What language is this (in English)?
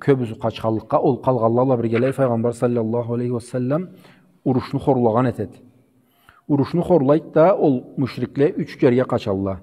Karachay-Balkar